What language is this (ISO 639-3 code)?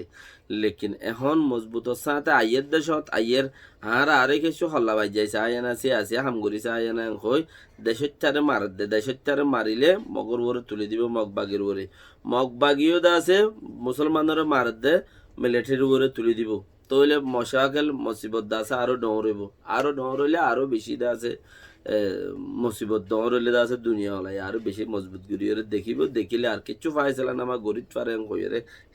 rhg